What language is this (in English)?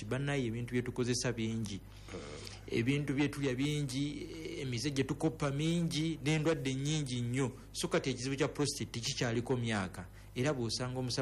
Ganda